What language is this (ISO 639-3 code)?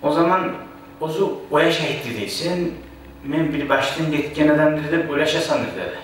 kum